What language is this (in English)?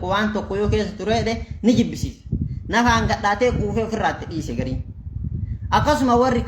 Oromo